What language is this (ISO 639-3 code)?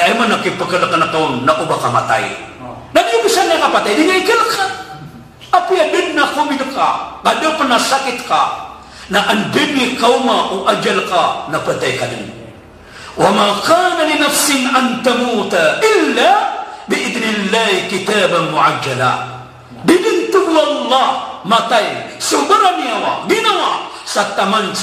mrw